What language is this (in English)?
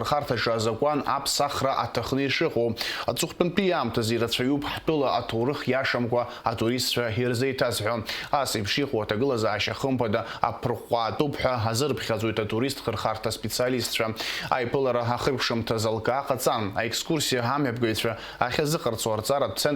Abkhazian